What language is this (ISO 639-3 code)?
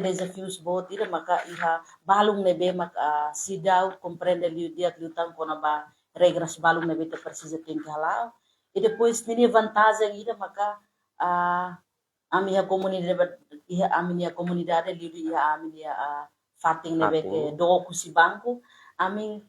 tet